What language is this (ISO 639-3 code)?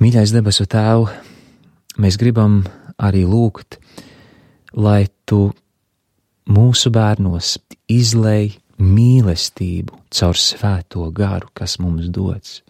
lav